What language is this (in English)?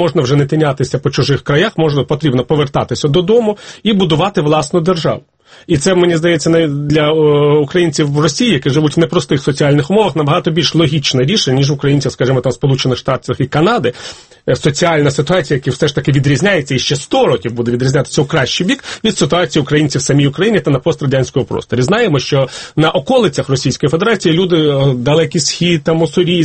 Ukrainian